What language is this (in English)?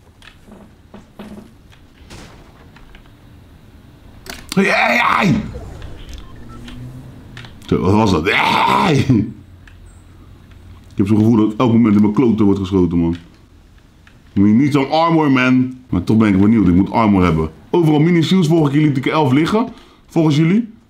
Dutch